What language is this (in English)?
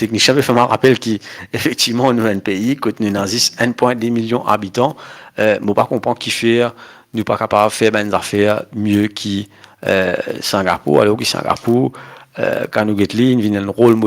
Morisyen